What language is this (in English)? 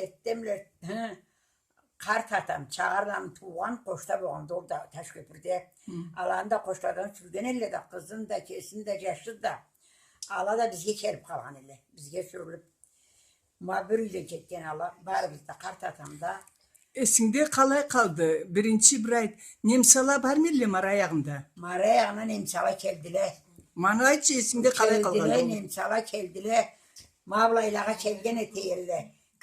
Karachay-Balkar